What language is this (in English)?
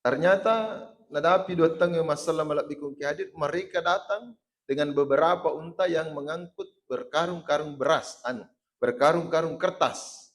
Buginese